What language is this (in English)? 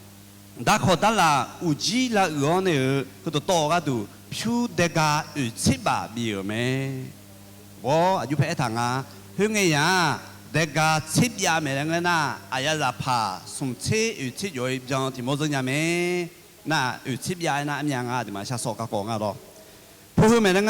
Akha